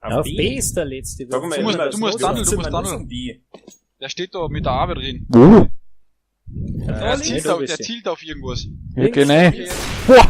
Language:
Bavarian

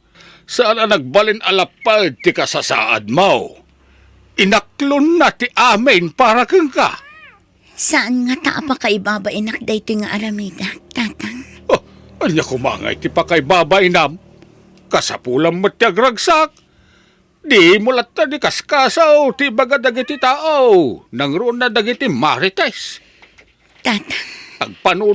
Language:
Iloko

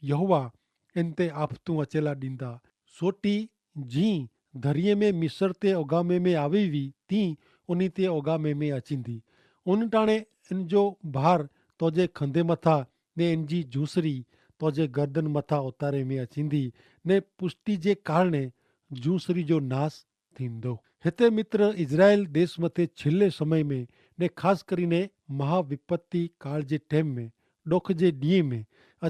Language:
Kachhi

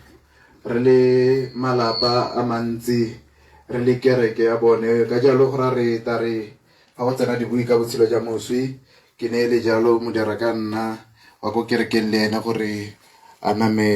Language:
Tswana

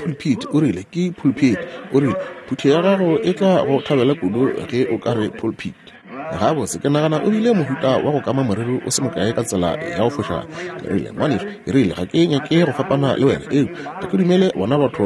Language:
Northern Sotho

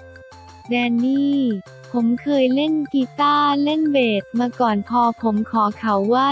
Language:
Thai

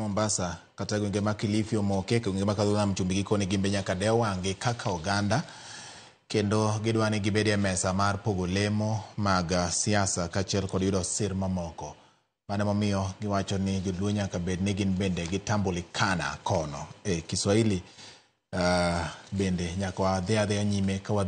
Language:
Luo (Kenya and Tanzania)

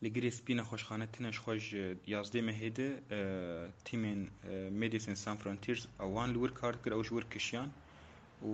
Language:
Kurdish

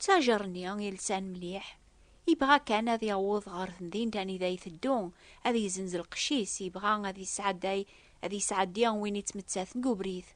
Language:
Kabyle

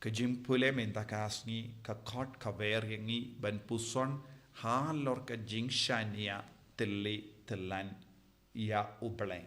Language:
Khasi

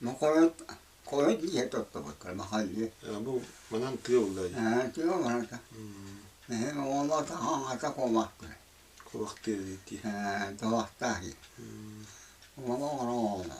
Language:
Yakut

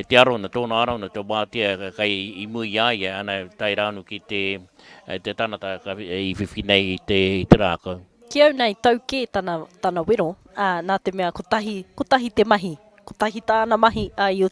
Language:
Māori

